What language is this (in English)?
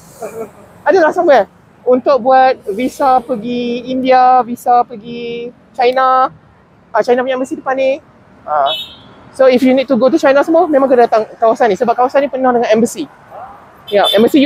Malay